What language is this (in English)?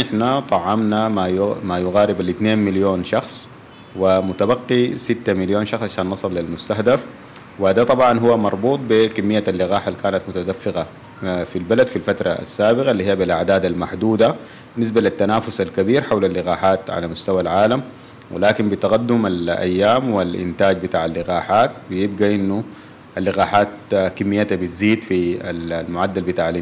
Sudanese Arabic